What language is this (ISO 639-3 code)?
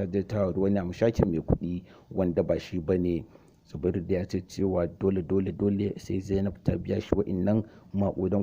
hau